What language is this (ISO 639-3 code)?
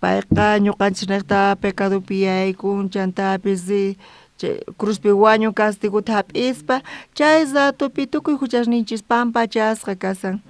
quh